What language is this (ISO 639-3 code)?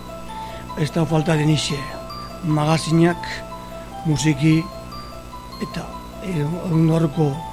eus